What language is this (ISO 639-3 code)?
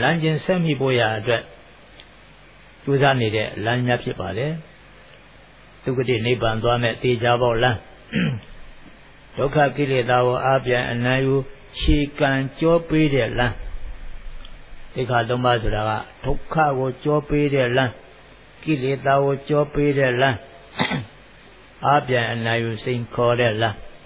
mya